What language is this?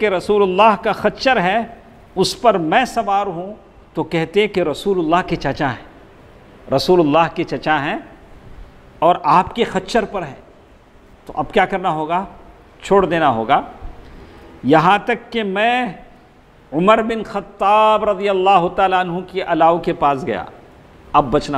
Urdu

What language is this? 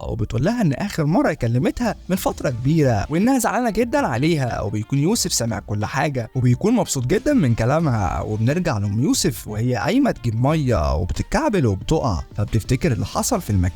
Egyptian Arabic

